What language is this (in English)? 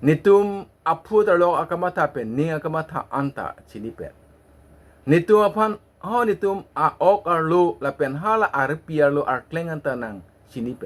Karbi